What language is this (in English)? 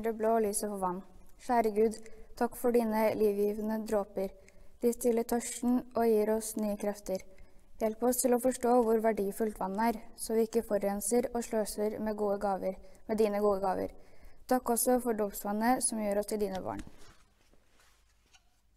Norwegian